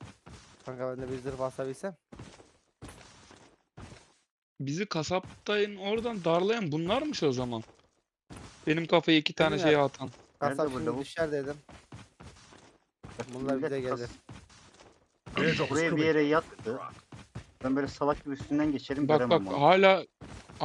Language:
Turkish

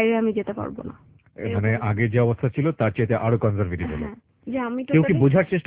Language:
Bangla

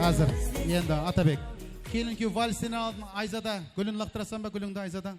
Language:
Kara-Kalpak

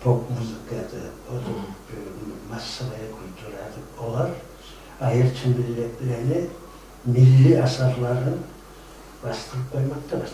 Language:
Kumyk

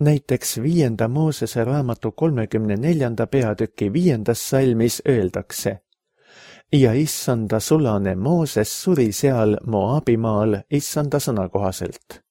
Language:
Estonian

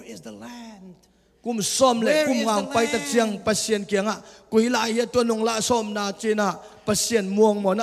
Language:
Tedim Chin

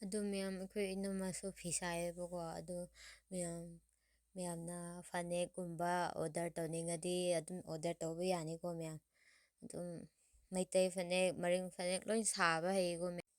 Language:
Manipuri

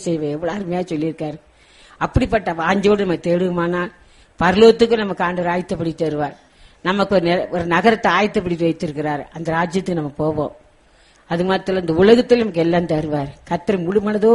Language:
Tamil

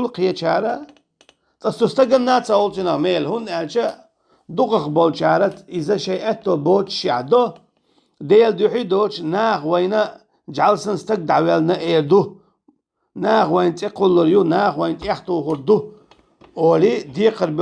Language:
Chechen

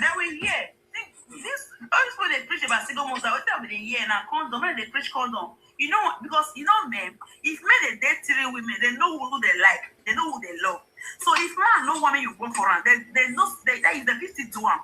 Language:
Nigerian Pidgin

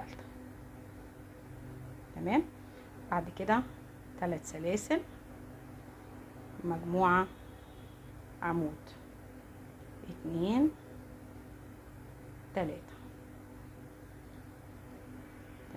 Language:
Egyptian Arabic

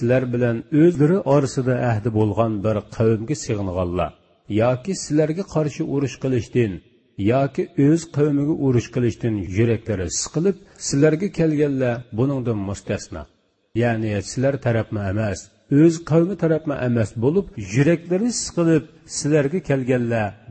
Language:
Uyghur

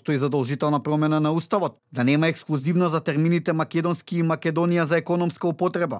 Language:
Macedonian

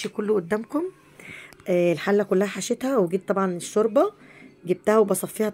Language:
Egyptian Arabic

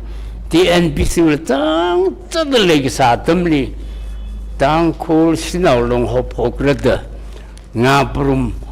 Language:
Tangkhul Naga (India)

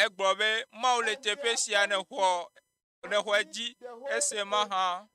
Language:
Ewe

